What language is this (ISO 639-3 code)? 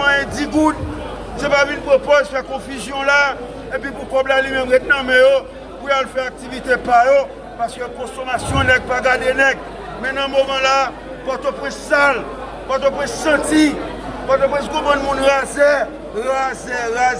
hat